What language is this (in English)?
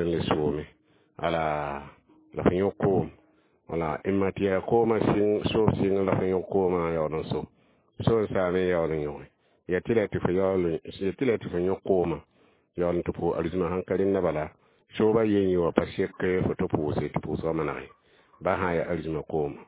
Mossi